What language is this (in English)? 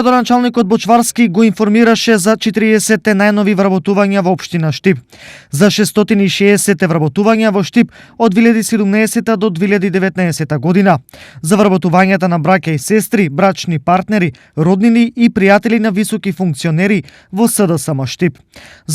Macedonian